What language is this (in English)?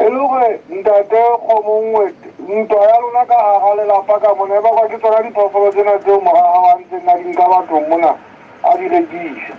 Southern Sotho